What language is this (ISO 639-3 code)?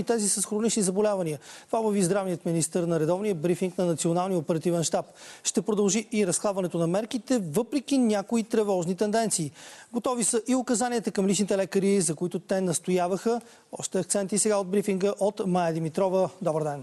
bul